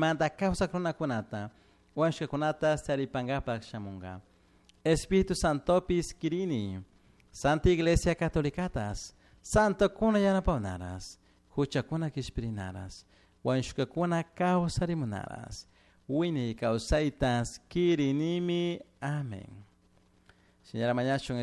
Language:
Chimborazo Highland Quichua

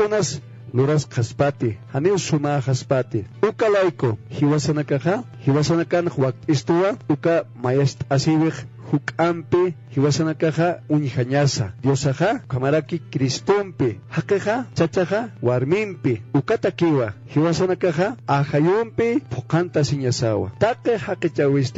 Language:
Aymara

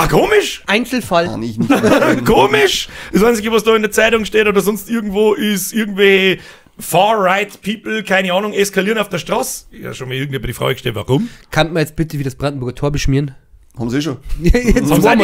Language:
Bavarian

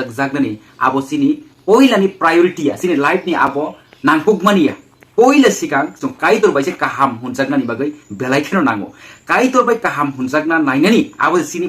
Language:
Kok Borok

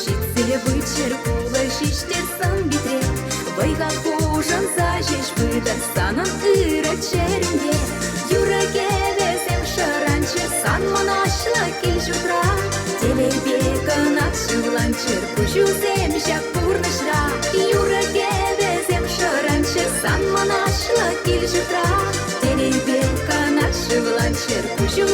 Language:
Chuvash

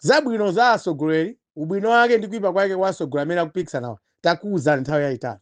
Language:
Nyanja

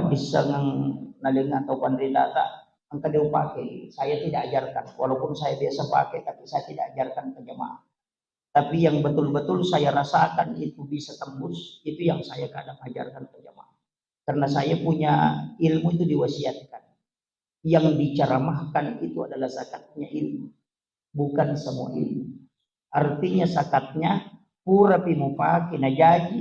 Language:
Buginese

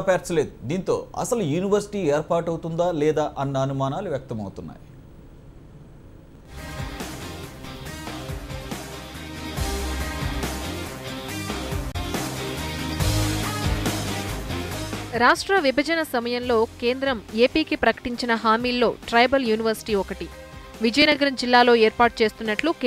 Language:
Telugu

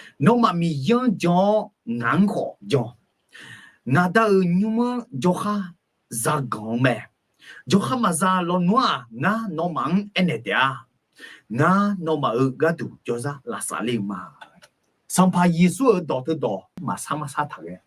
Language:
Akha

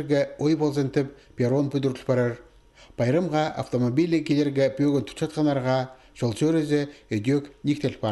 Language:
Khakas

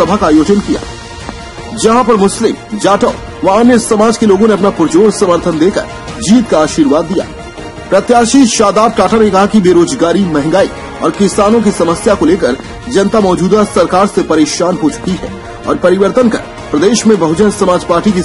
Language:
Hindi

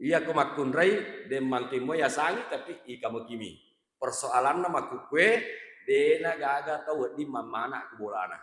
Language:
Buginese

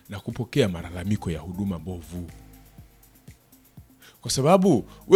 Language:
Swahili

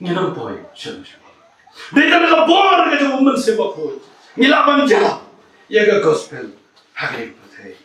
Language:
Khasi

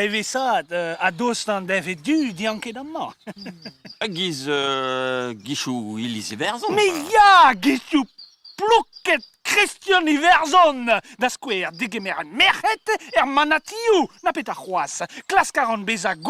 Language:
Breton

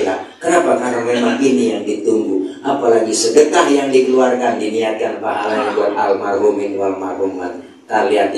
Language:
Betawi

